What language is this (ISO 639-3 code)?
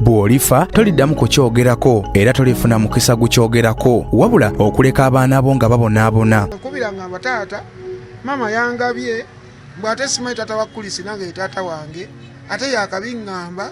lug